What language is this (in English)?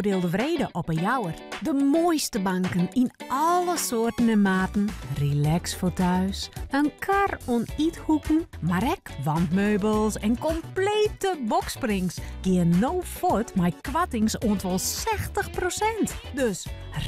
Western Frisian